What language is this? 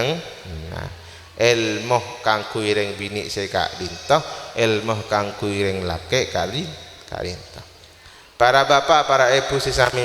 Madurese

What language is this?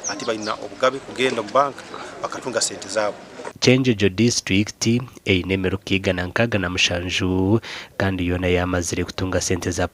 Nyankole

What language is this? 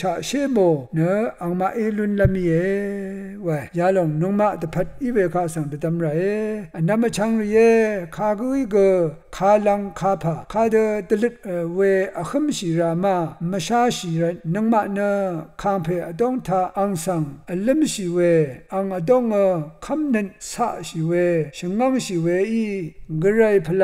Rawang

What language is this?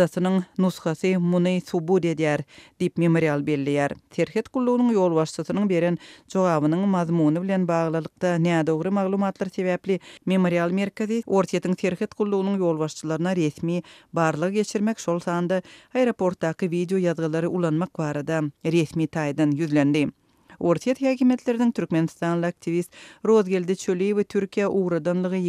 Turkmen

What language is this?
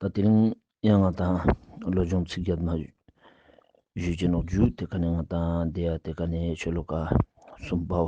Ladakhi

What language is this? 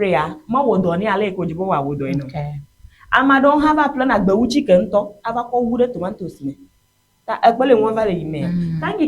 Ewe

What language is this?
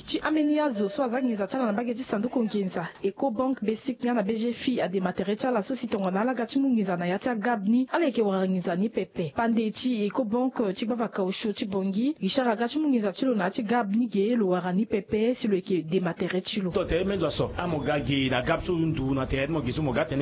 Sango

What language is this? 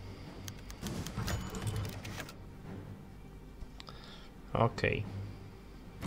Polish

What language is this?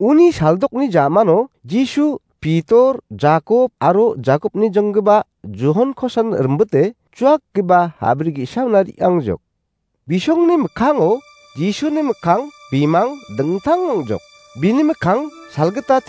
Garo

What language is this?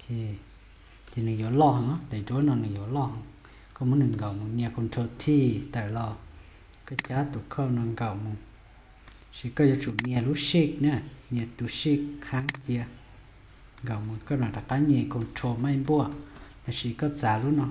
Hmong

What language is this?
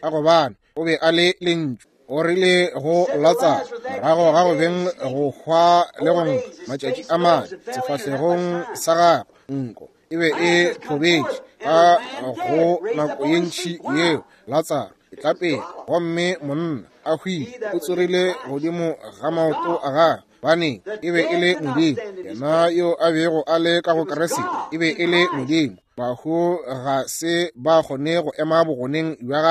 Northern Sotho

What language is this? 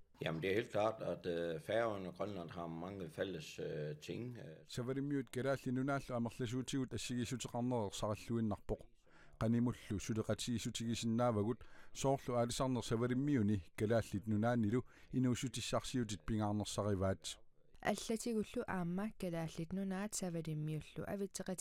Kalaallisut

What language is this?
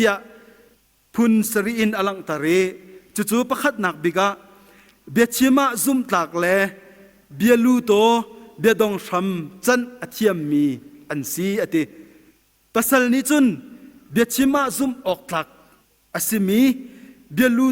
Hakha Chin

